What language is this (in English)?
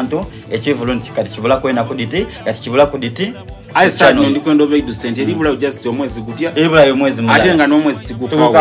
Soga